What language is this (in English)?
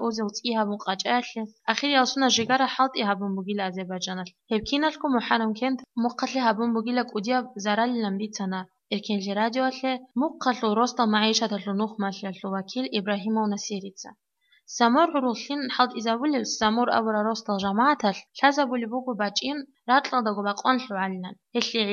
Avaric